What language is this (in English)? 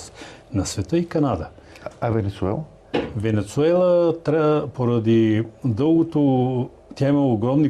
Bulgarian